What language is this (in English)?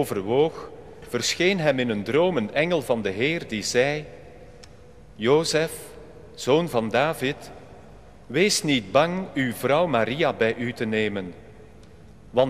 Dutch